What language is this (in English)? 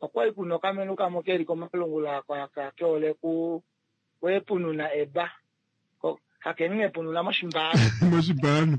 Kuanyama